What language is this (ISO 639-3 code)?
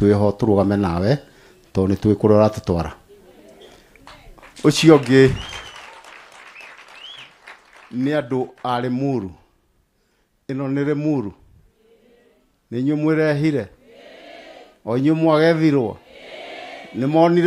kik